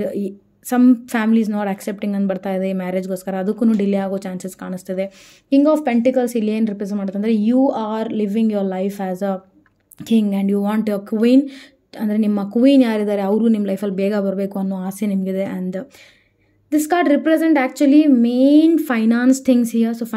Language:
Kannada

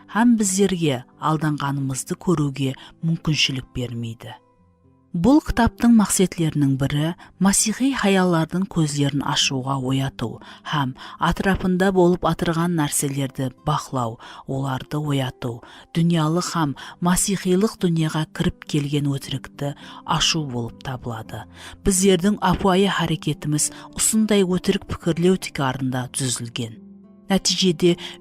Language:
Kara-Kalpak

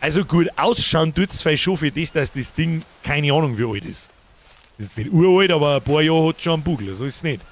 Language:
Bavarian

